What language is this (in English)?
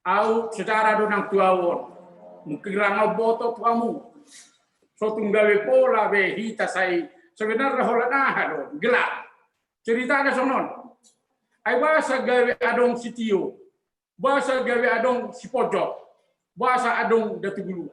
Batak Toba